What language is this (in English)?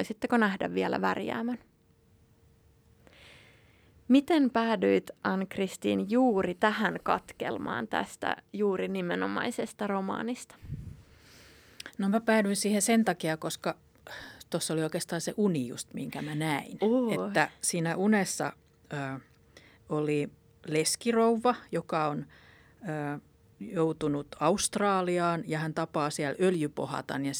Finnish